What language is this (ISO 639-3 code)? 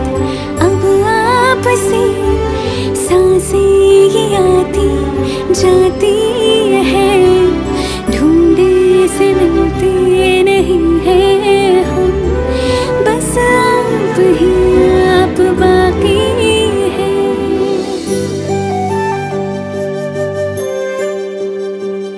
hin